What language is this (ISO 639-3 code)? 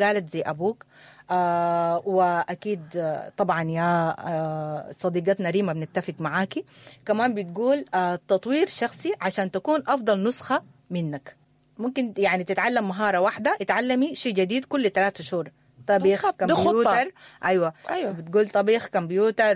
apd